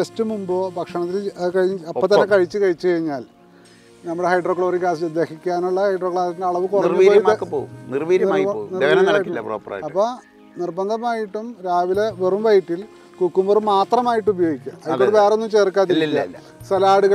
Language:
Malayalam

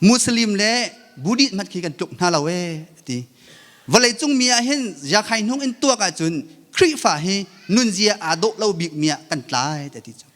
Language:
Hakha Chin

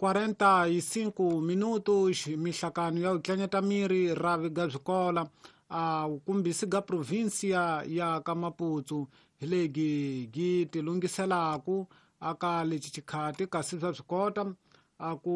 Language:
Tsonga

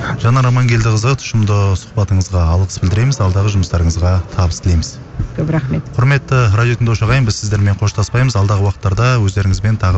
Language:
Kazakh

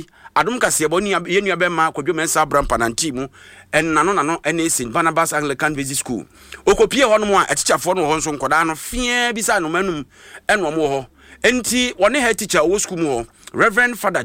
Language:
Akan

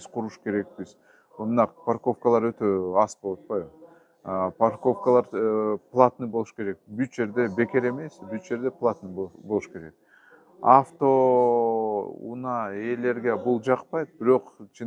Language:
Kyrgyz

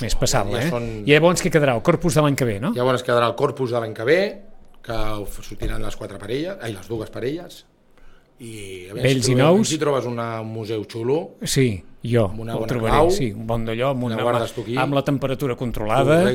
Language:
Catalan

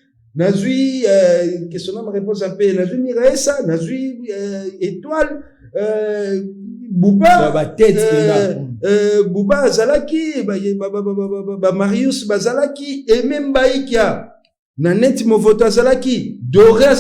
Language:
Lingala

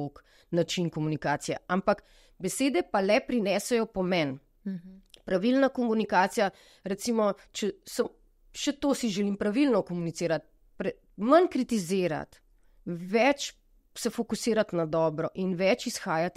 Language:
Slovenian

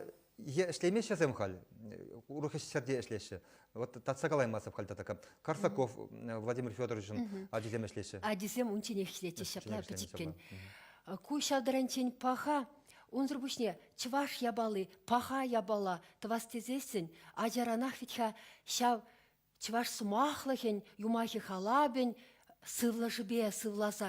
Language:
Chuvash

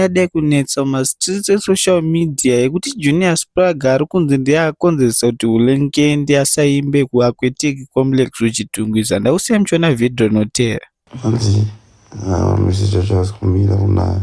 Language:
Shona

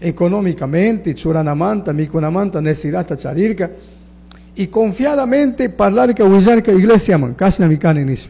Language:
Chimborazo Highland Quichua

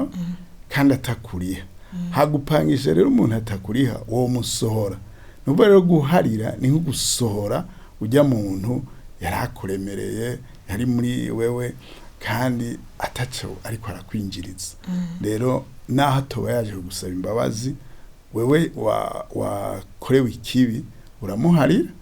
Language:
Rundi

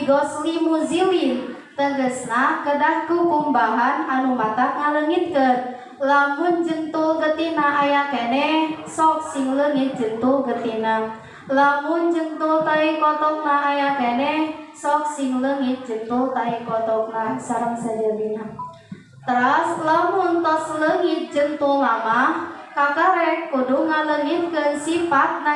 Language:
Sundanese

